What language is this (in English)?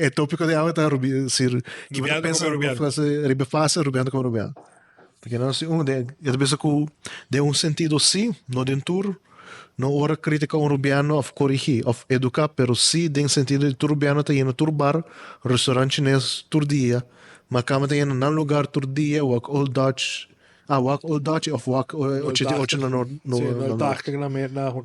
Papiamento